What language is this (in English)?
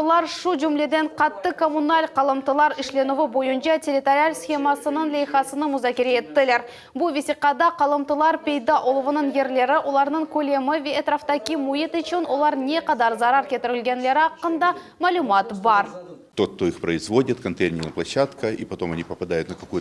Crimean Tatar